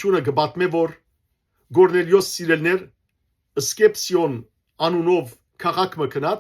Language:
Western Armenian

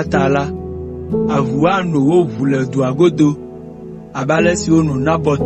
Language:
Ewe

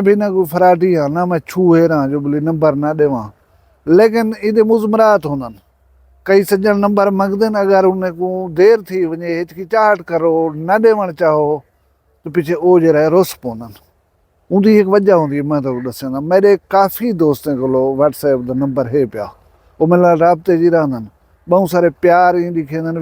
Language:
Saraiki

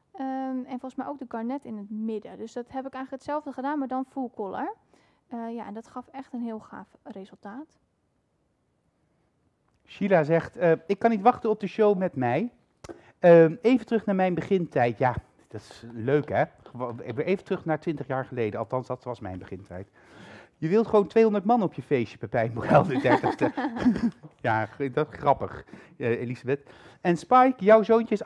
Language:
Dutch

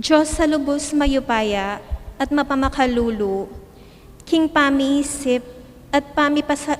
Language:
Pampanga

